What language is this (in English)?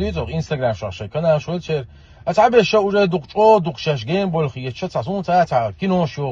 Chechen